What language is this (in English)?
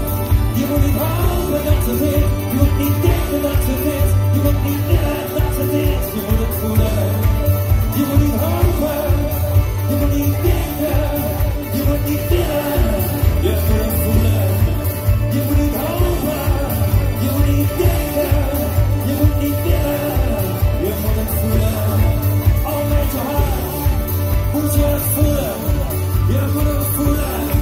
Dutch